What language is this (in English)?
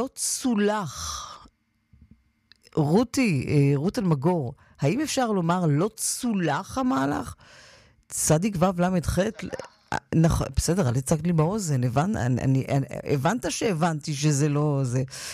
Hebrew